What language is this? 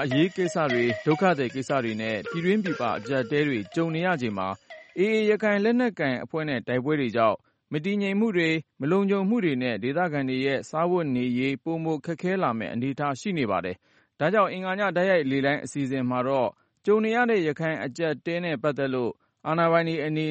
Burmese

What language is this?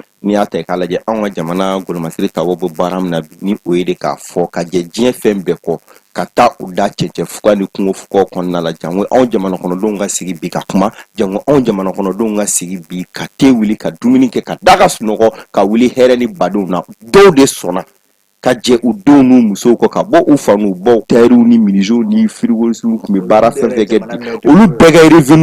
Bambara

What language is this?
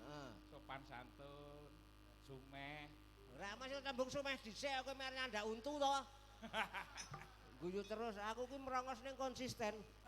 Javanese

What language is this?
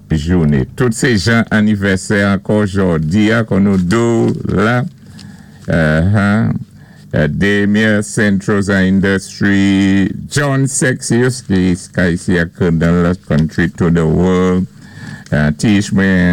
Saint Lucian Creole French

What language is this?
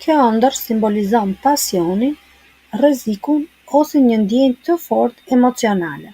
Albanian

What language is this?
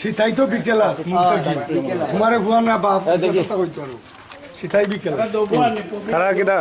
Sylheti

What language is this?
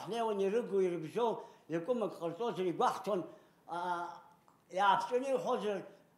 Abkhazian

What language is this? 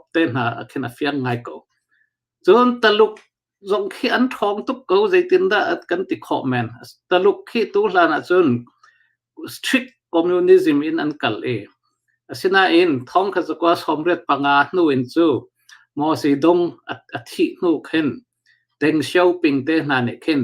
Hakha Chin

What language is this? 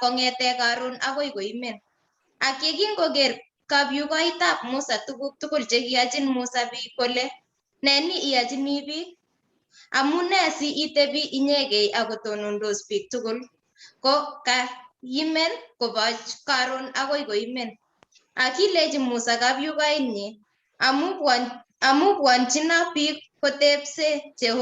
Kalenjin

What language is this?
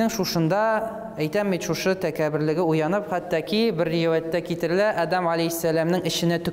Tatar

